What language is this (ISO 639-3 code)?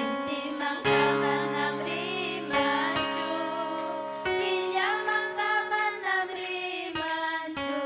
quy